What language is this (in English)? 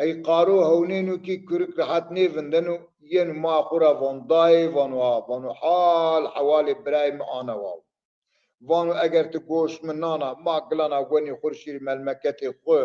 Zaza